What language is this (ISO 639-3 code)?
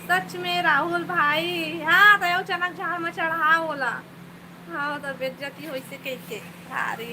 hne